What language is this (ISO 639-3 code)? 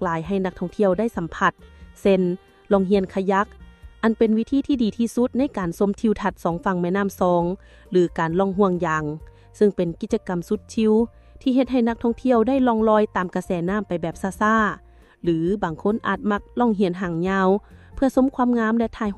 lao